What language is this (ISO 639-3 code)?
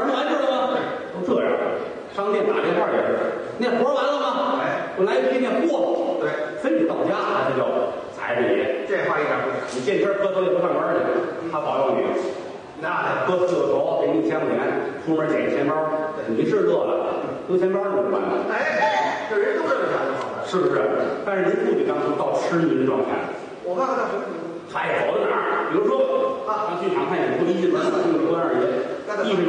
zho